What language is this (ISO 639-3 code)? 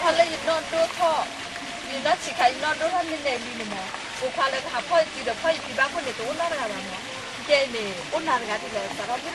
ksw